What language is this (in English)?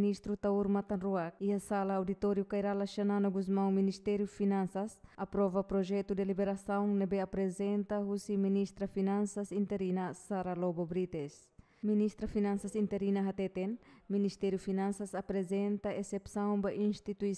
Tetum